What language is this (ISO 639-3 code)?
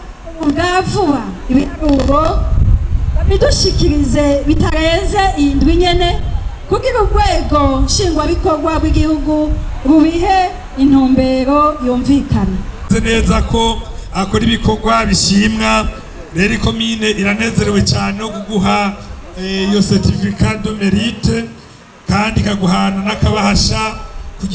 run